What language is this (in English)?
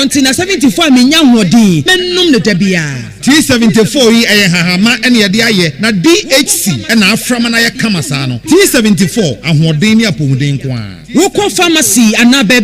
Akan